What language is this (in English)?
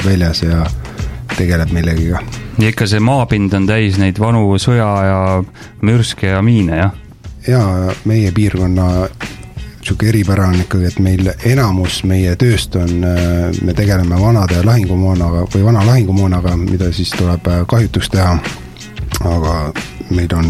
Estonian